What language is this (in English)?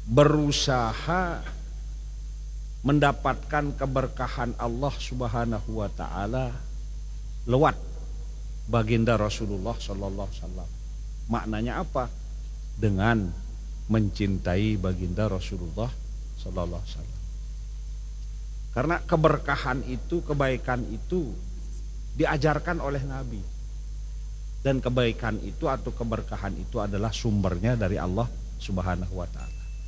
Indonesian